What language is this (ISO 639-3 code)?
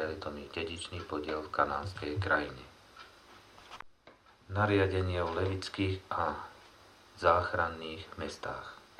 slk